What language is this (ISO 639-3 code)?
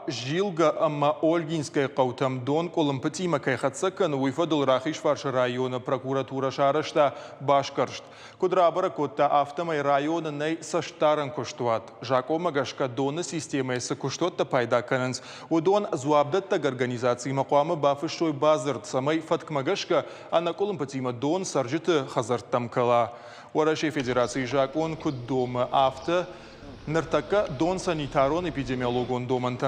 oss